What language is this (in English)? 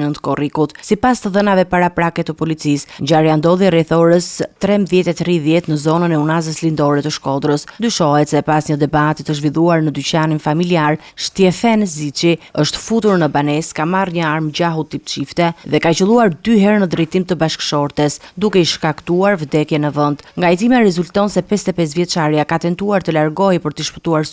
Albanian